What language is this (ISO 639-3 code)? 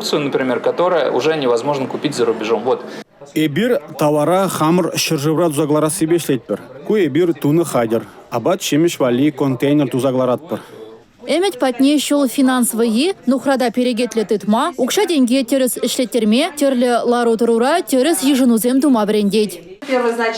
chv